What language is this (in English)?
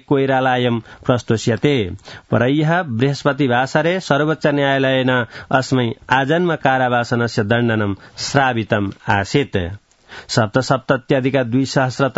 Sanskrit